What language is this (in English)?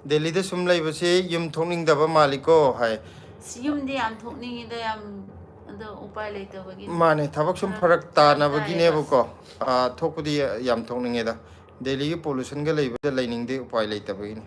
Manipuri